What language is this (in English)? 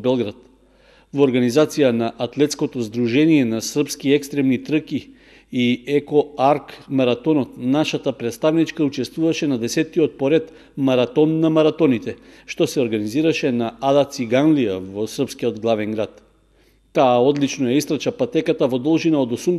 Macedonian